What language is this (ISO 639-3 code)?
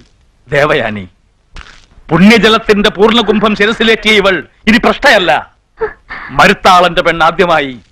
mal